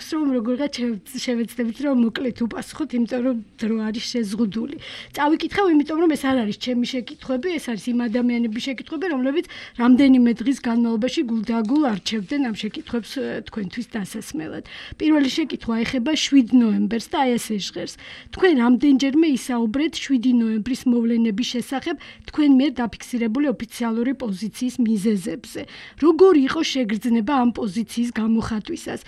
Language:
Georgian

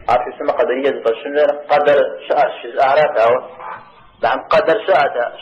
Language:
Kabardian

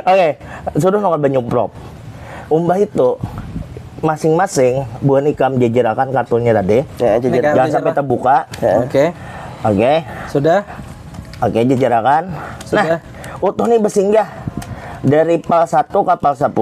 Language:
Banjar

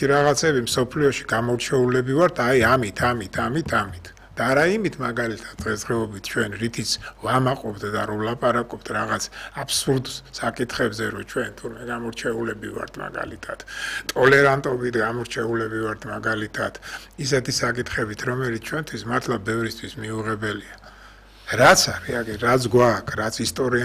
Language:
Georgian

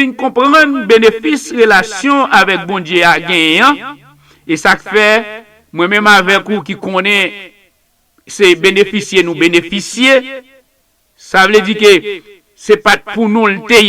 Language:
Haitian Creole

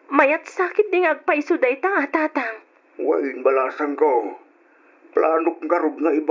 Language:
Iloko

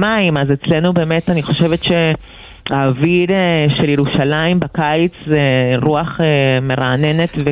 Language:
Hebrew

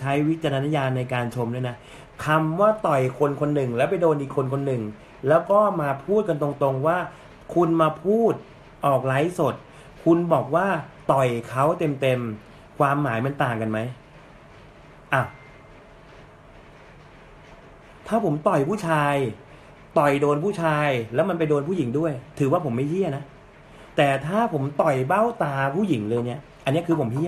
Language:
Thai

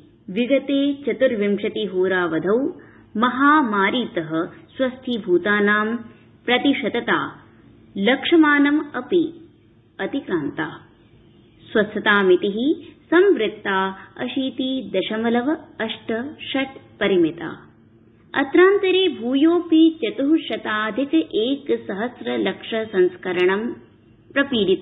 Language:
Sanskrit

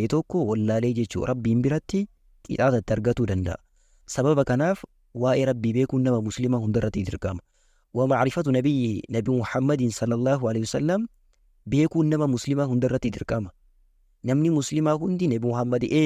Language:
Oromo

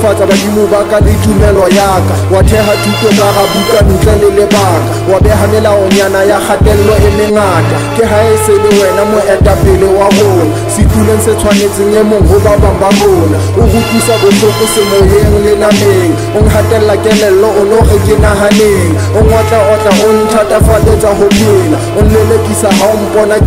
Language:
Southern Sotho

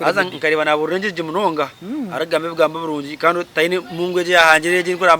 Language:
Nyankole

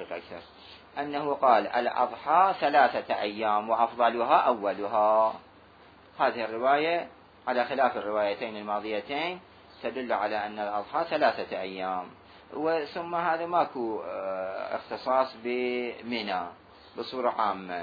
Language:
Mesopotamian Arabic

